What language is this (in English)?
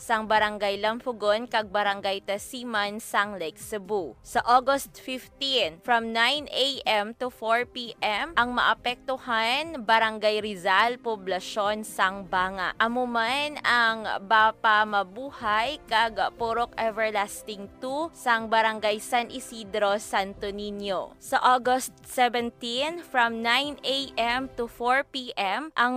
Hiligaynon